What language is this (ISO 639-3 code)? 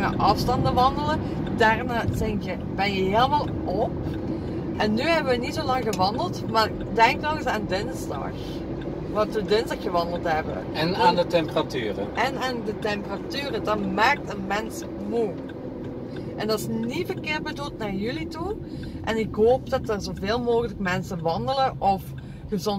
nld